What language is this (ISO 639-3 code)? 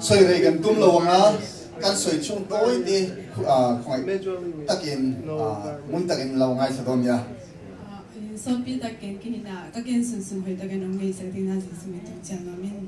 ctd